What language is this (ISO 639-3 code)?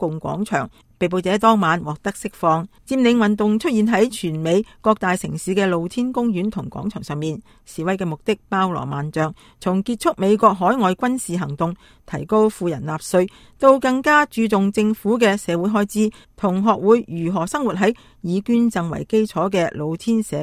yue